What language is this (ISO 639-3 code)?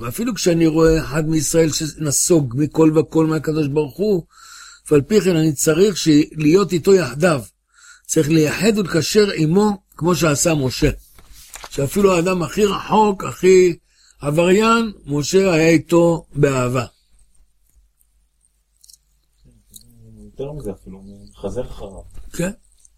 heb